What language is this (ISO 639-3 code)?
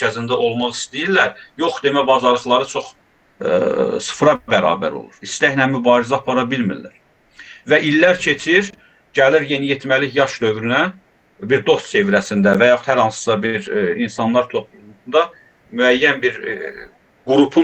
aze